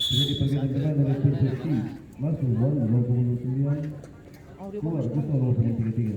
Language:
Ambonese Malay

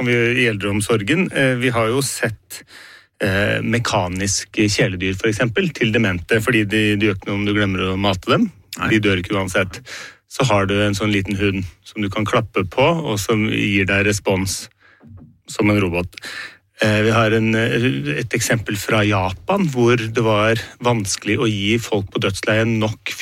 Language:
Norwegian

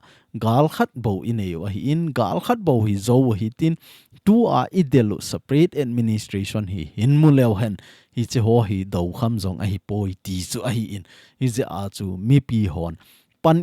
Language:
Thado Chin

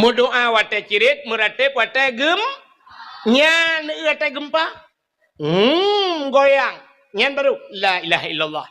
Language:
Achinese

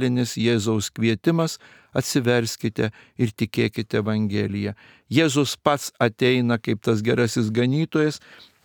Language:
Lithuanian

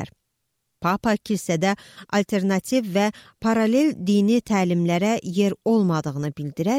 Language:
Azerbaijani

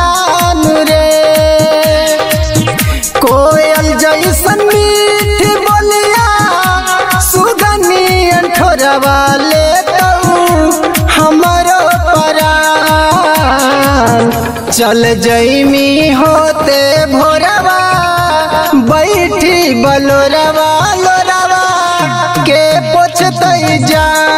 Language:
Magahi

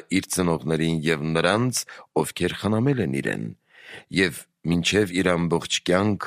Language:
Armenian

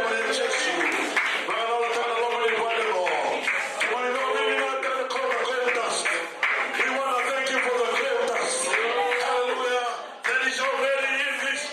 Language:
Fijian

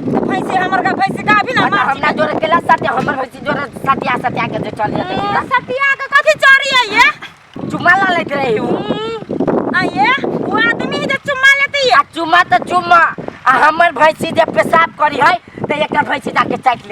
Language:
Maithili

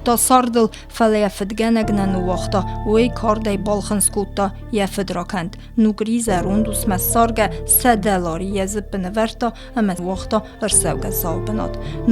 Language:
Ossetic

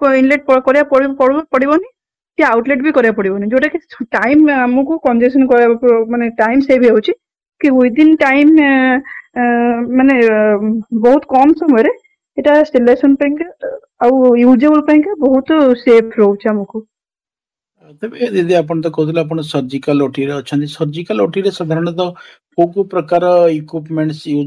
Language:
Odia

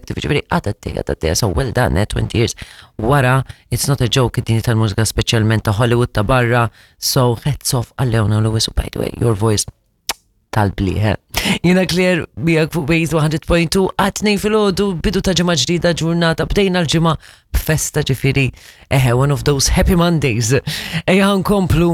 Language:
Maltese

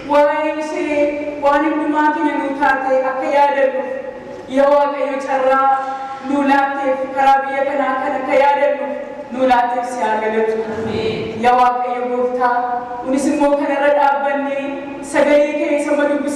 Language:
Oromo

